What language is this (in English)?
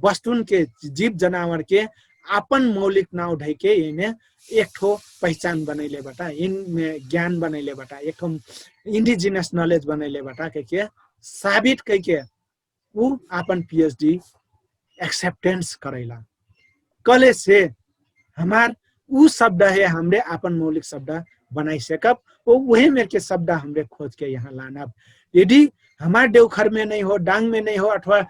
Dangaura Tharu